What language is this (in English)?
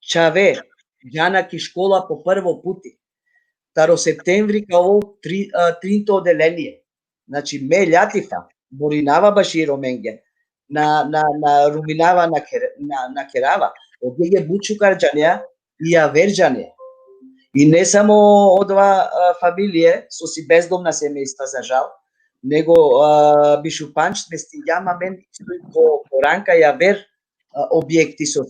Balkan Romani